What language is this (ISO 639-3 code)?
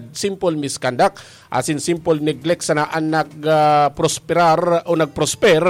bik